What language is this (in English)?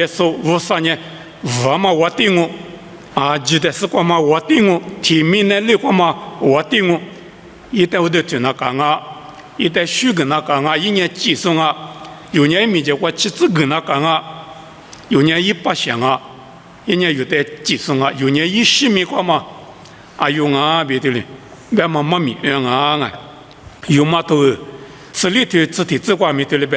Lisu